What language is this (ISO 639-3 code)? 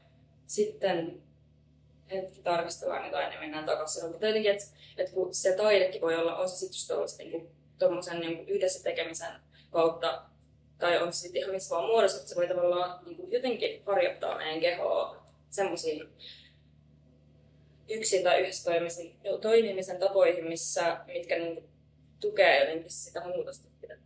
fin